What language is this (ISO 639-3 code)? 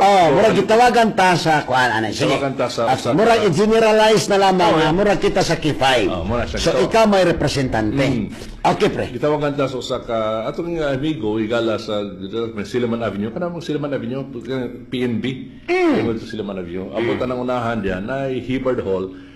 ceb